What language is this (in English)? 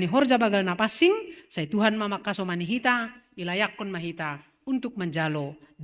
Batak Simalungun